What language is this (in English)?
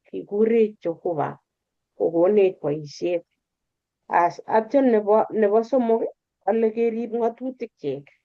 Kalenjin